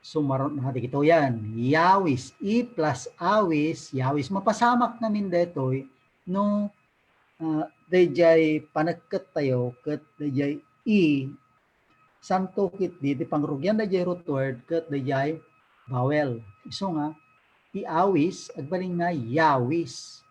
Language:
Iloko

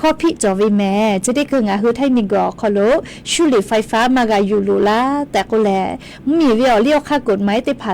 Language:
Lahu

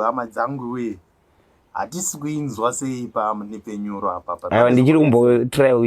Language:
Shona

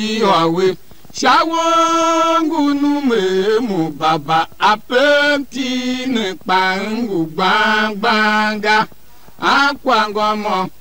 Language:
Tiv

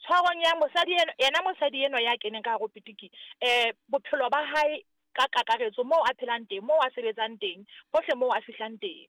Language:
Southern Sotho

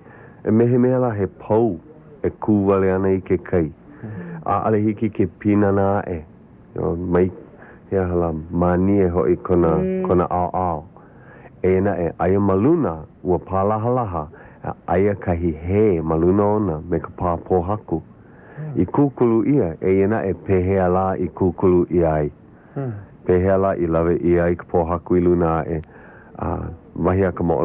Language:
Hawaiian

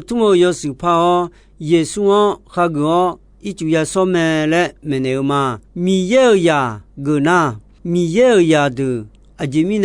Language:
Akha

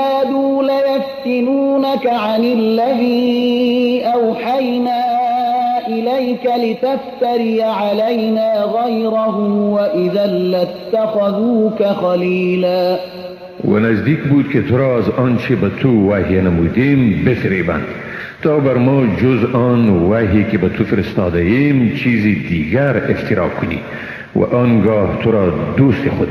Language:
Persian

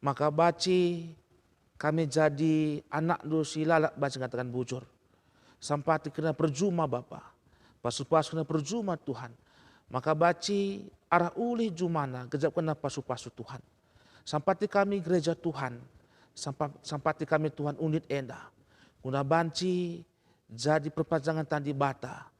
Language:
Batak Karo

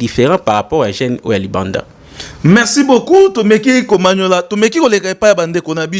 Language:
Lingala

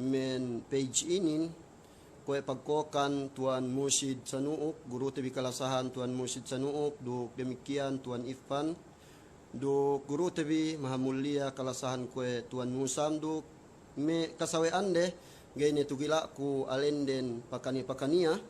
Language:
Yakan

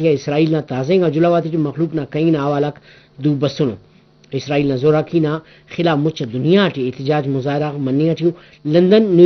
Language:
Brahui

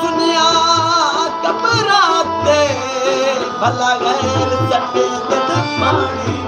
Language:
Saraiki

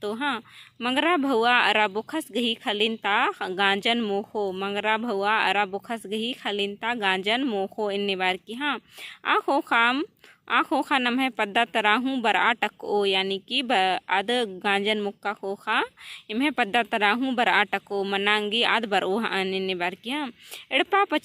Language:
Kurukh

